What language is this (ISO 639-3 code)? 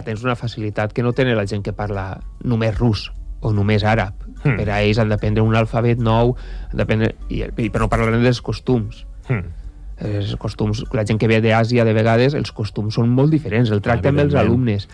cat